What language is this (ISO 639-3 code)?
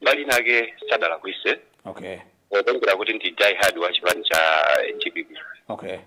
nya